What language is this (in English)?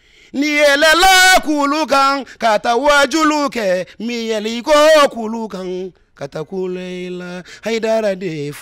Bambara